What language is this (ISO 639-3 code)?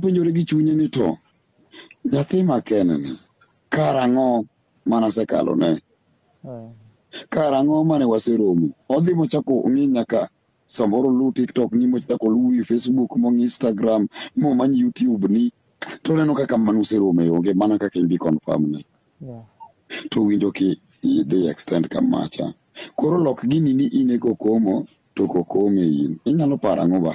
luo